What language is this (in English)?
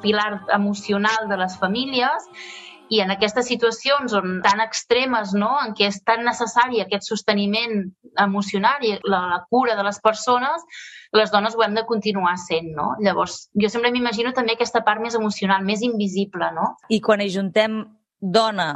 Catalan